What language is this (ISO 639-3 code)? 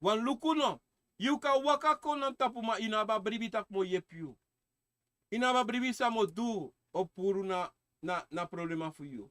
srn